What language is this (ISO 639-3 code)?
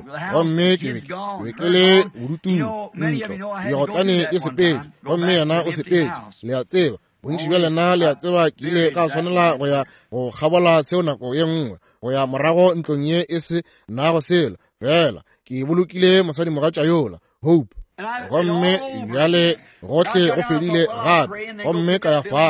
nso